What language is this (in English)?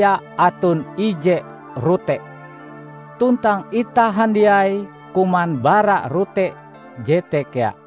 Ngaju